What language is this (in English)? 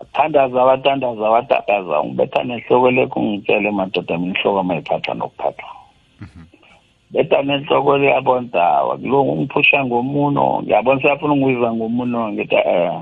South Ndebele